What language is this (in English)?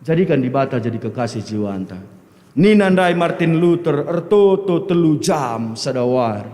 Batak Karo